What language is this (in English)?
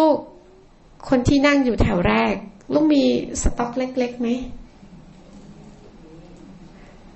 Thai